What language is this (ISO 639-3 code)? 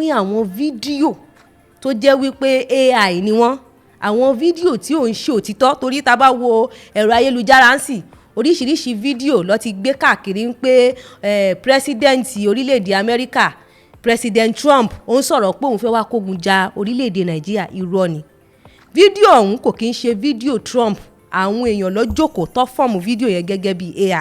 yor